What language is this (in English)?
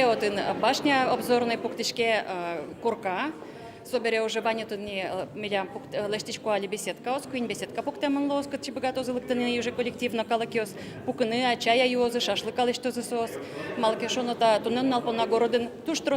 Udmurt